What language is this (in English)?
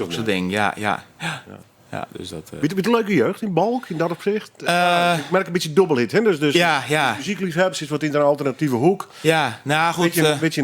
Western Frisian